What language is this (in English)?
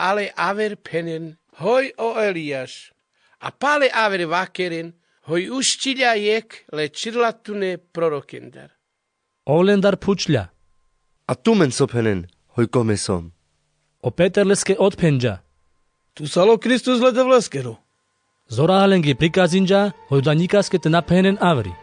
Carpathian Romani